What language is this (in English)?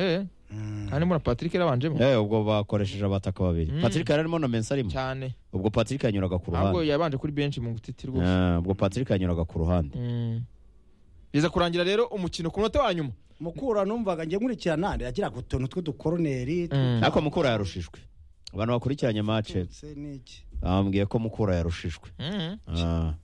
Kinyarwanda